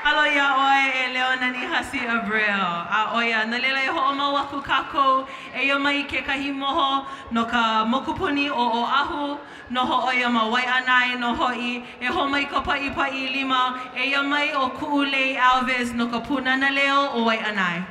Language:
Hawaiian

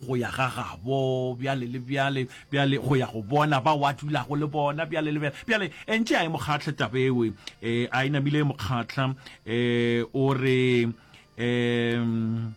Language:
Northern Sotho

